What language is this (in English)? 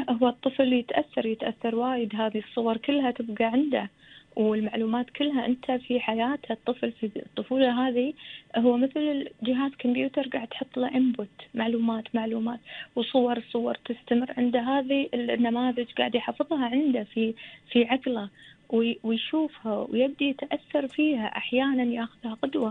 Gulf Arabic